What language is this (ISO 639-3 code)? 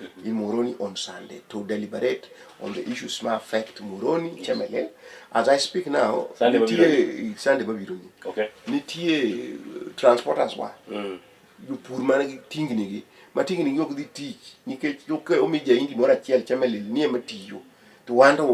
luo